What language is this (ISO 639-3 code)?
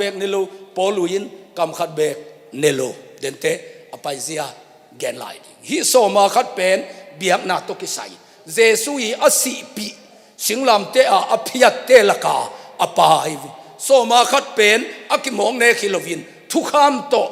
ctd